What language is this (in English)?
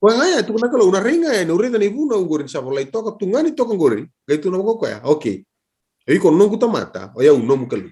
Fijian